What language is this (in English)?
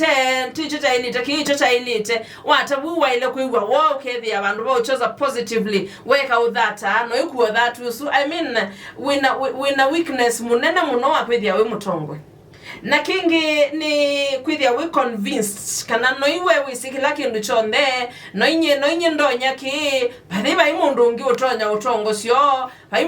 Kamba